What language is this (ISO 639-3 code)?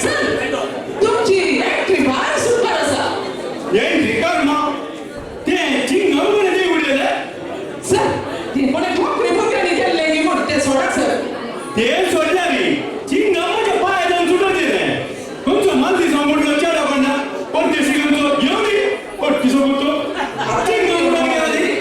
kok